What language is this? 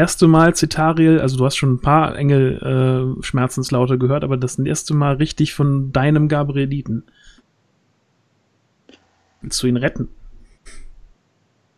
German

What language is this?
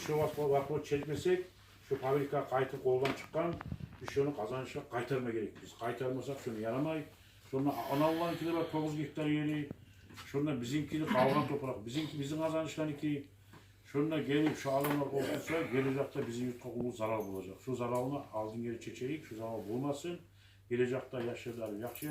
Kumyk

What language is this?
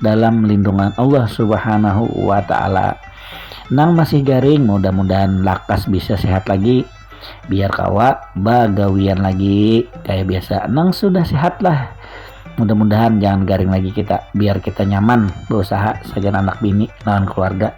Banjar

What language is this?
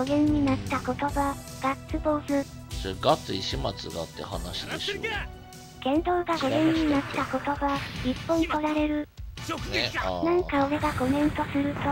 Japanese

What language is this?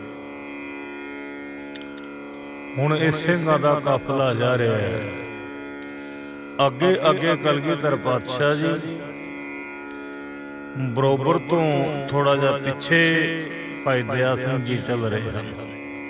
Punjabi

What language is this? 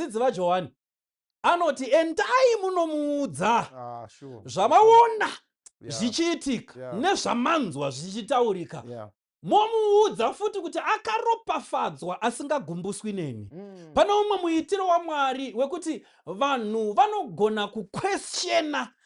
Shona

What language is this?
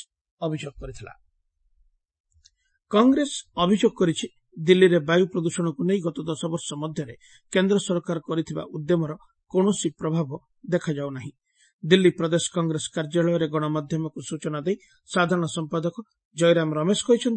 Odia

